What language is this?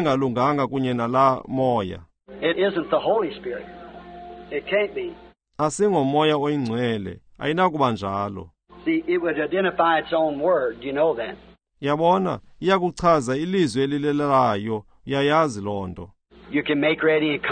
Xhosa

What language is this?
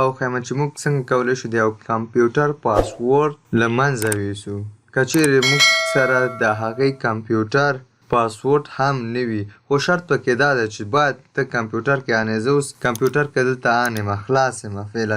Pashto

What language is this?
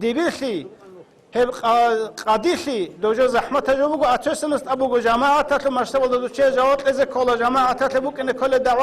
Avaric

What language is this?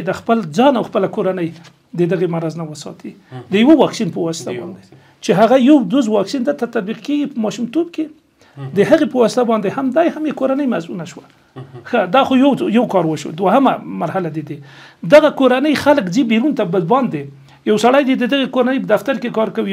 Pashto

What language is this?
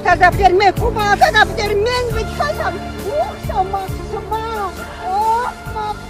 Chuvash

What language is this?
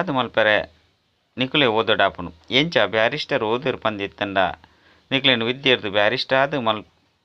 Tulu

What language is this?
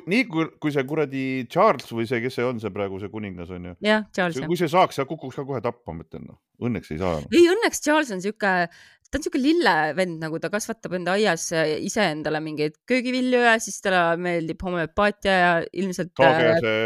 Estonian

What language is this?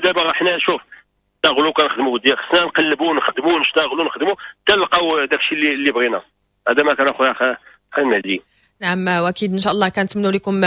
Moroccan Arabic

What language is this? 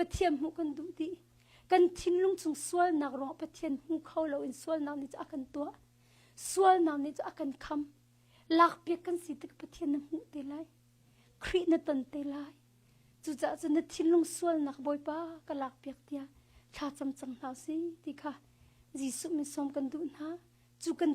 Hakha Chin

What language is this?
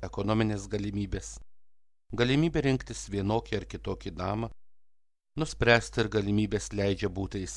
Lithuanian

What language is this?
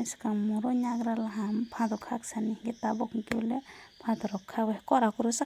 Kok Borok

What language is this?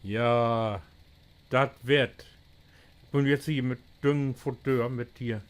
Low German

